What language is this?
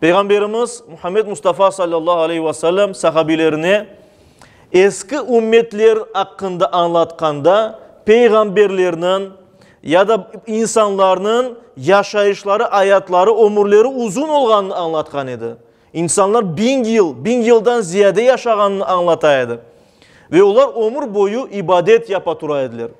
Crimean Tatar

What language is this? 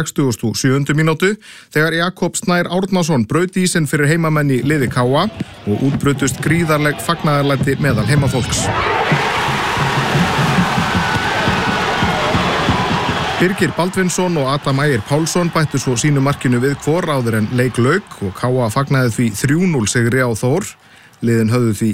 Icelandic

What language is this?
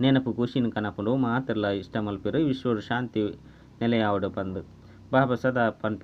Tulu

